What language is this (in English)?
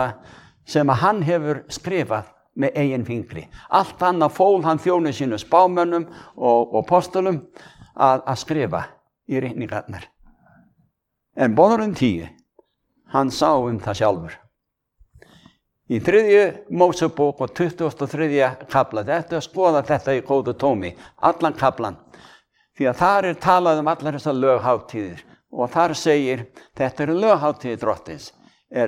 Icelandic